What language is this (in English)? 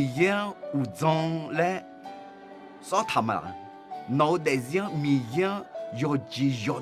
Akha